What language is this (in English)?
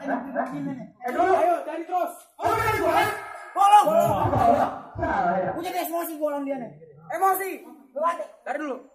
Betawi